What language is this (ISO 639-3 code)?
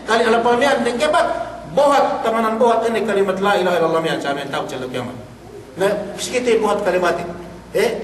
yka